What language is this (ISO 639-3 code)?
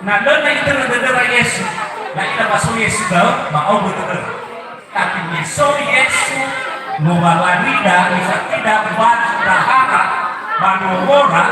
nia